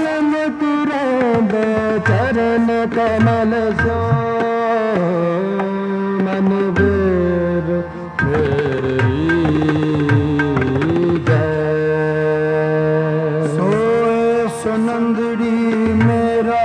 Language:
Punjabi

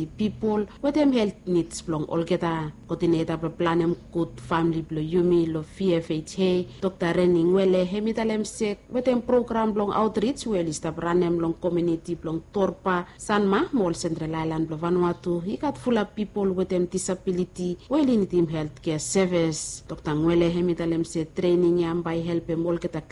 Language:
Bislama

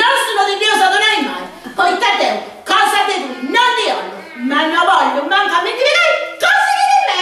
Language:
Sardinian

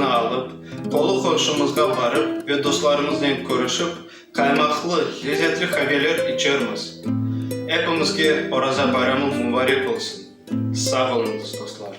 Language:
Crimean Tatar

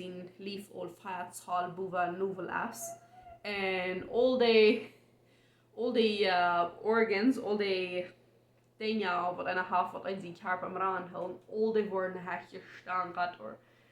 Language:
Plautdietsch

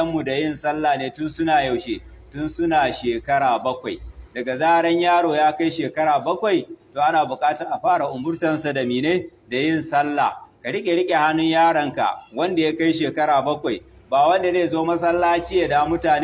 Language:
Hausa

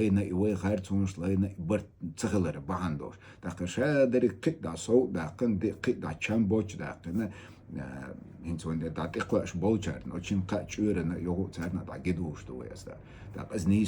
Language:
Chechen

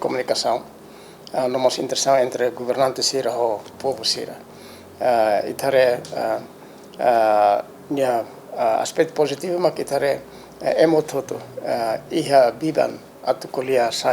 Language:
Tetum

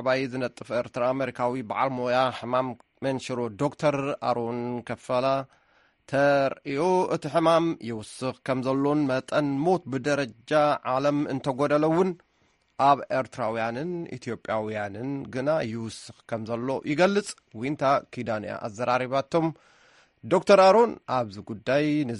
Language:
Tigrinya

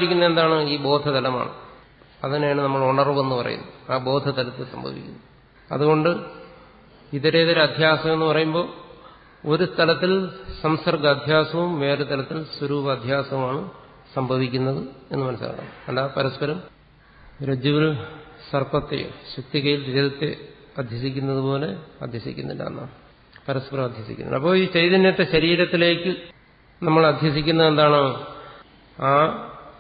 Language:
Malayalam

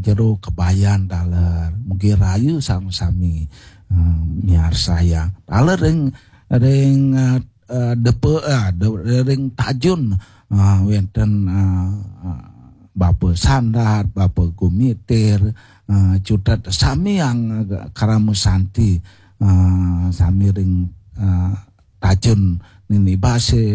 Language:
Balinese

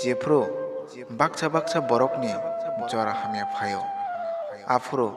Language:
Kok Borok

